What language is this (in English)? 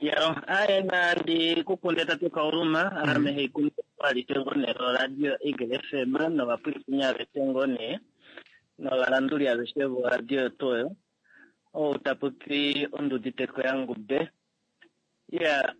Kuanyama